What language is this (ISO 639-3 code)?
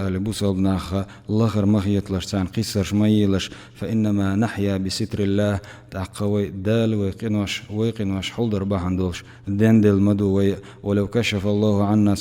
che